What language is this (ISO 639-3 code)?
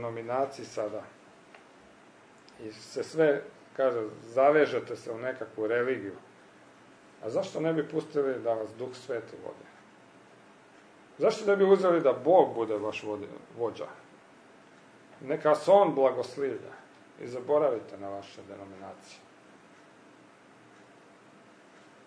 hrv